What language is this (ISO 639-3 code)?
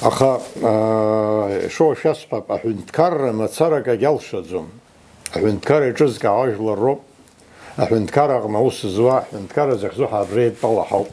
abk